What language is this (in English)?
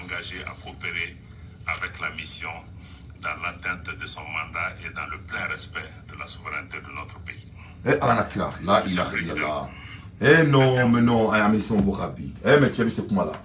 Bambara